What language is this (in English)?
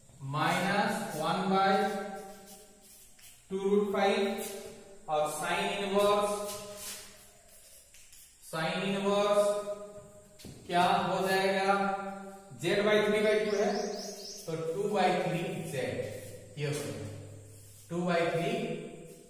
Hindi